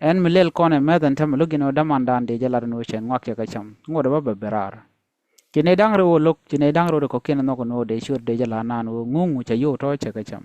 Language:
Nuer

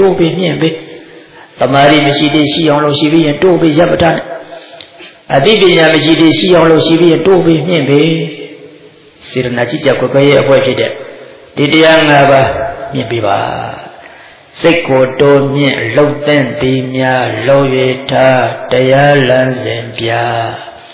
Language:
Burmese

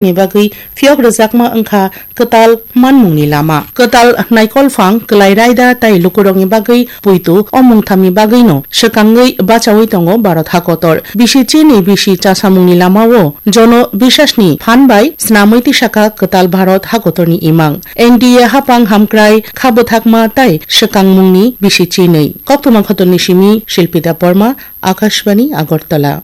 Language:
Kok Borok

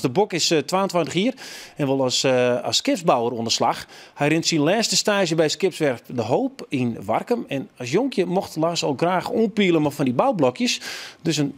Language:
Western Frisian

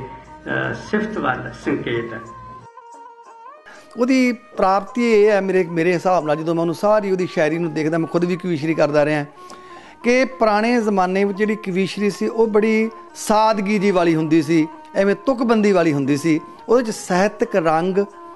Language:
Punjabi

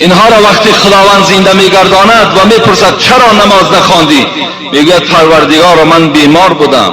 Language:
Tajik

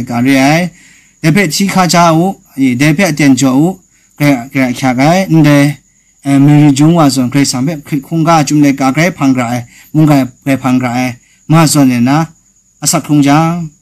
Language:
Kachin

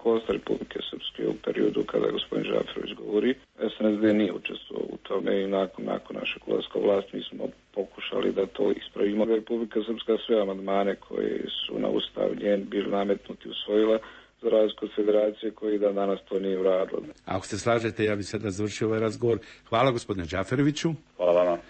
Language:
Bosnian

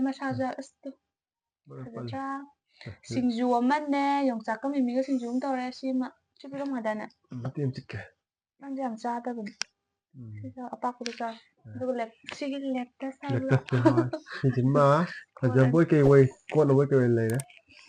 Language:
Manipuri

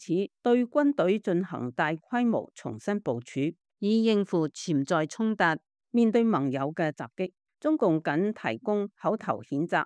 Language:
Cantonese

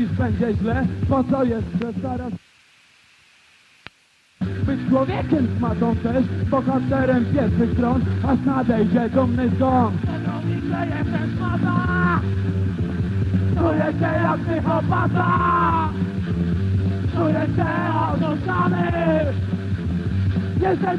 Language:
Polish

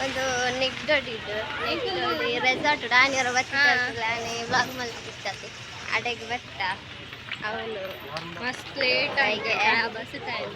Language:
Tulu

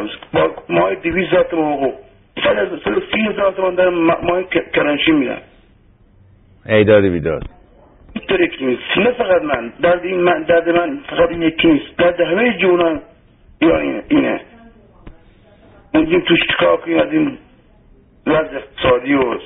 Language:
Persian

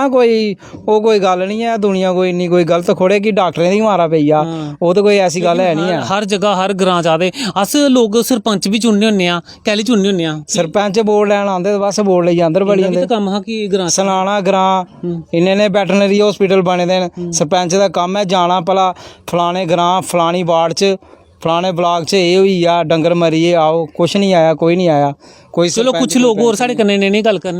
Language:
Dogri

